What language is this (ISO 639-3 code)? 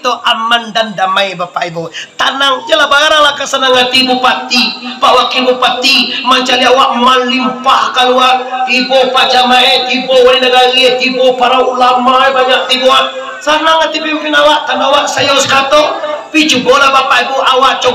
min